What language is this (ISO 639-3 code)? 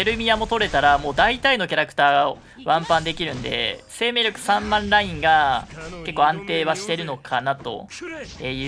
jpn